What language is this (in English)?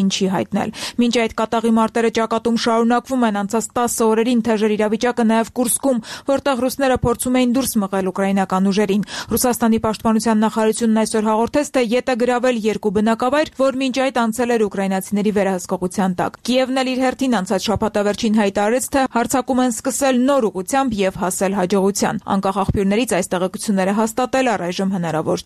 Armenian